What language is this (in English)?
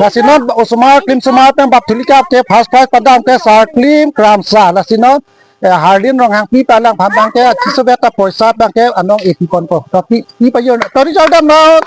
Karbi